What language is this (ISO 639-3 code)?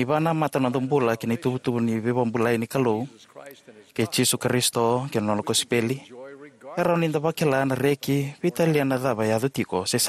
fij